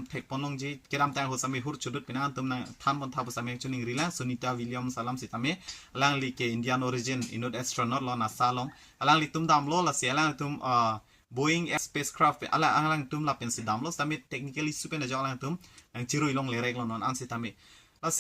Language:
Karbi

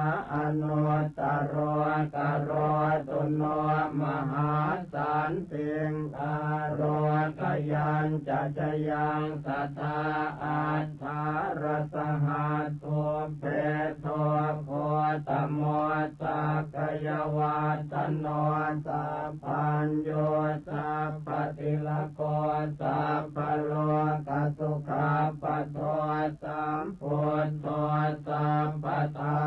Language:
Pali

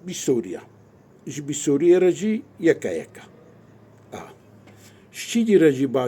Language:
Kurdish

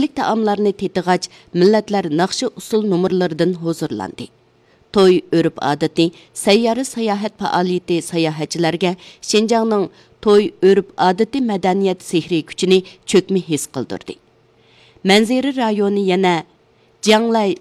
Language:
Uyghur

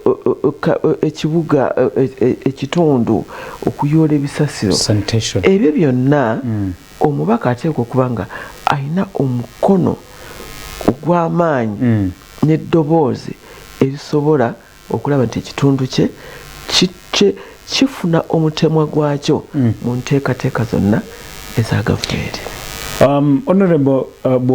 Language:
Ganda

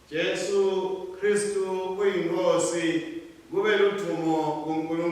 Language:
Swati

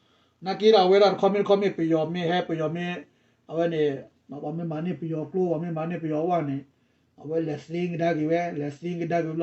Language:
S'gaw Karen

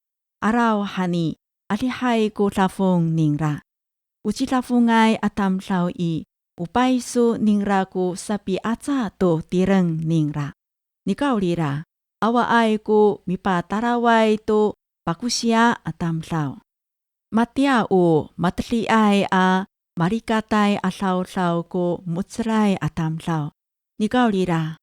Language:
Amis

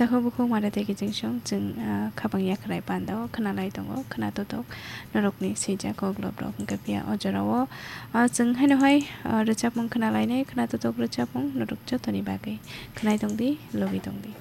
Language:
Kok Borok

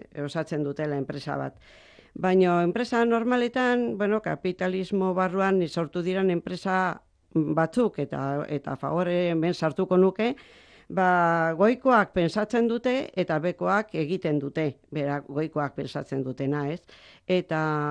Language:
Basque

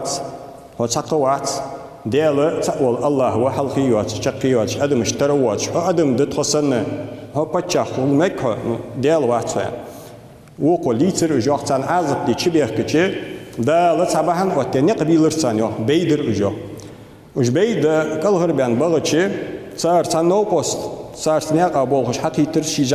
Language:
Ingush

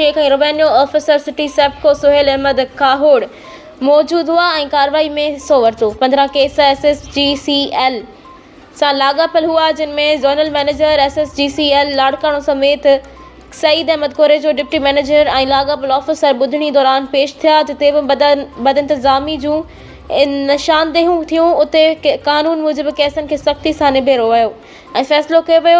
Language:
Sindhi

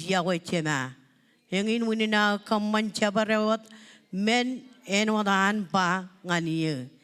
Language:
Marshallese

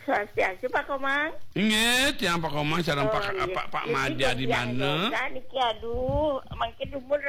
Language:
Balinese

